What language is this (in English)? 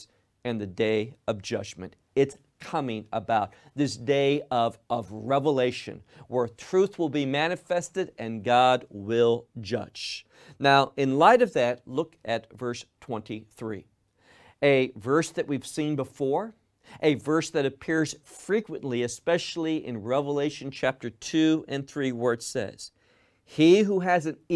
English